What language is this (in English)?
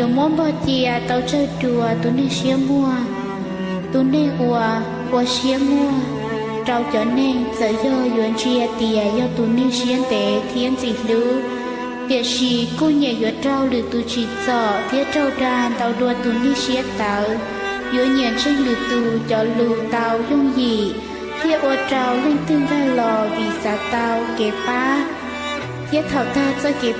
Hmong